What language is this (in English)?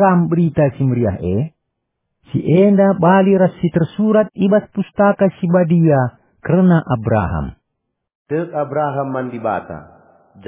Batak Karo